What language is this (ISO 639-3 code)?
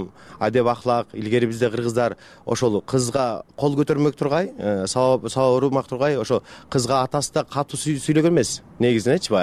kir